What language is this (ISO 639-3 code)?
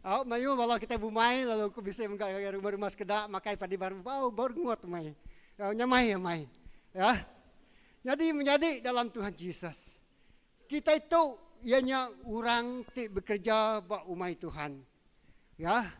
iba